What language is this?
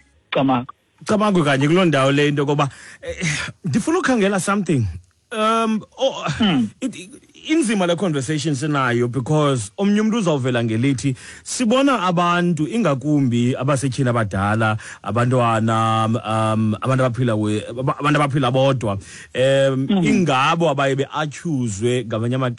Xhosa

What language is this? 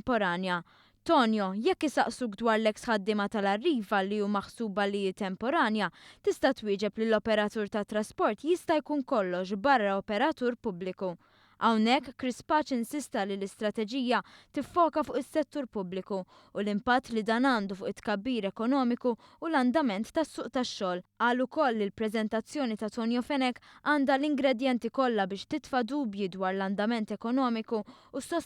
Maltese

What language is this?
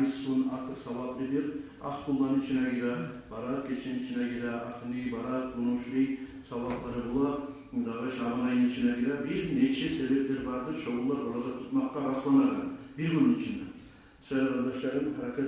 Kumyk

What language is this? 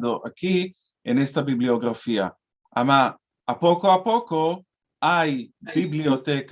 Ladino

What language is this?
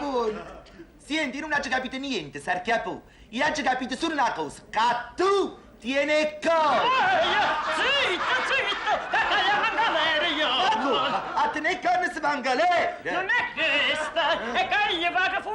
Neapolitan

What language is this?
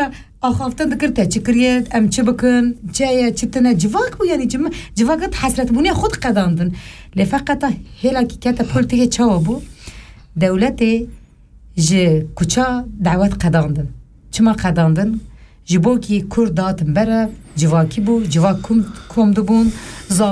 Kurdish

